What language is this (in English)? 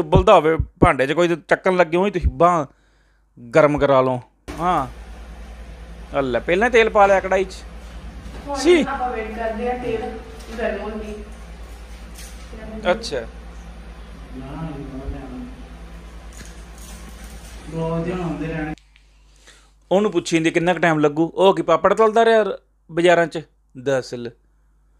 Punjabi